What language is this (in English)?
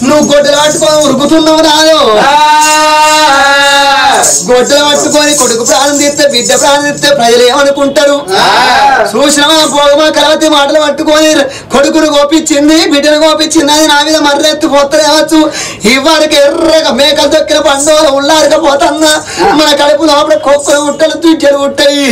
Telugu